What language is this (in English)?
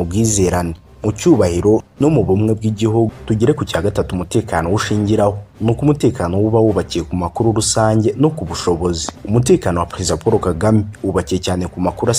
Kinyarwanda